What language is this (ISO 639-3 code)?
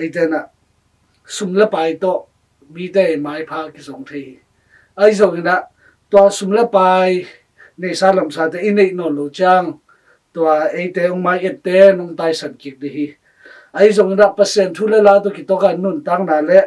ctd